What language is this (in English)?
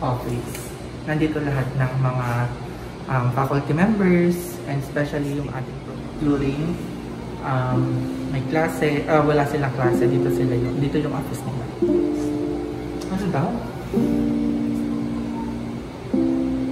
Filipino